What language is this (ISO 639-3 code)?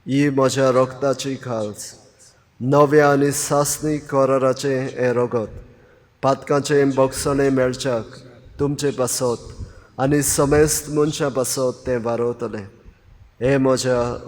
kok